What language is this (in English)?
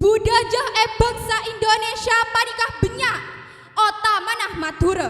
Madurese